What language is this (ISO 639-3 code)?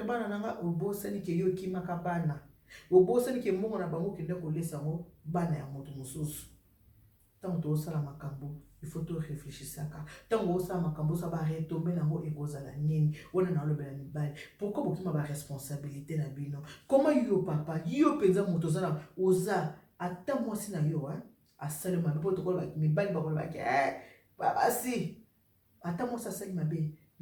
lin